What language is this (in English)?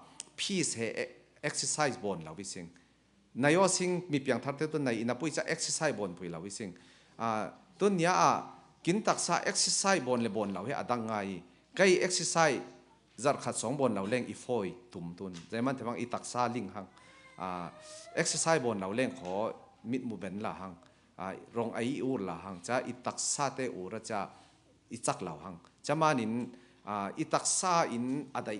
Falam Chin